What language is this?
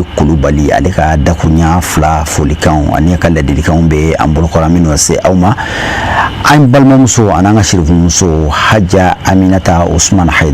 Bambara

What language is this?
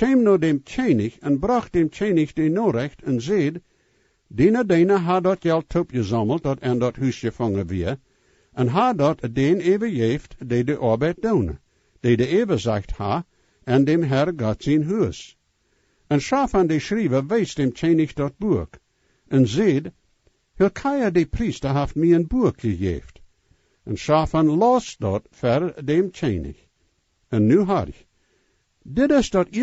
Plautdietsch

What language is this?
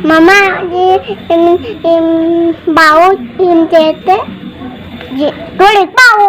Sundanese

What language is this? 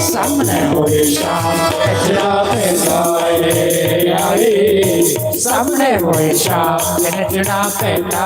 Dogri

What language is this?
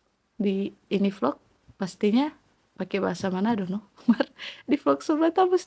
Manado Malay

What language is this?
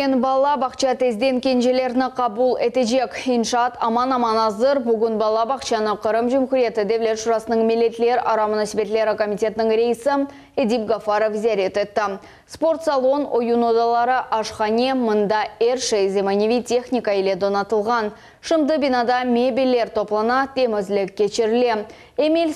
Crimean Tatar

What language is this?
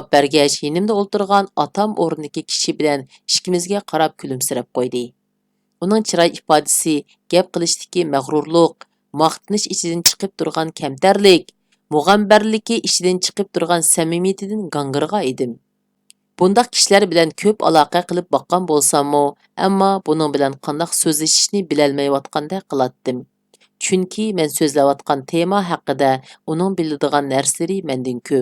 Uyghur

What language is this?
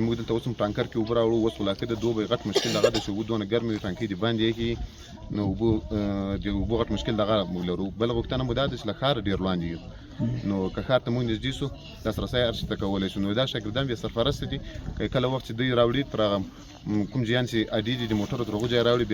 Pashto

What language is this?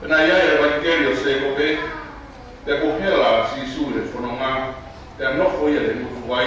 Tongan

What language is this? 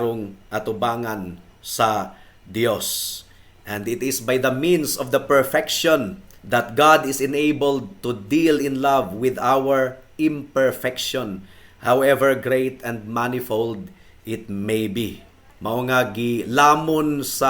Cebuano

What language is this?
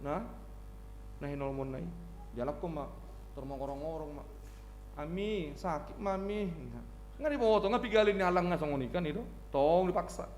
Batak Toba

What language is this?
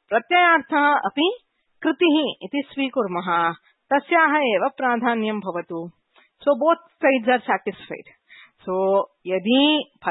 Sanskrit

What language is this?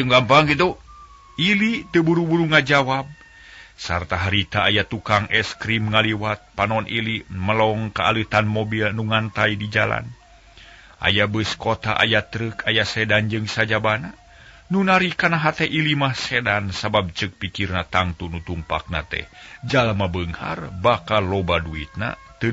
Sundanese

